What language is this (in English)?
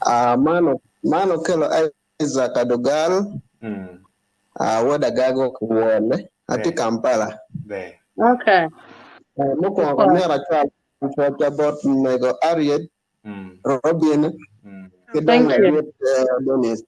Acoli